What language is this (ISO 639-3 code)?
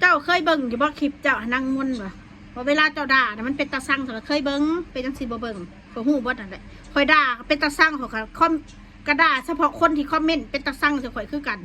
tts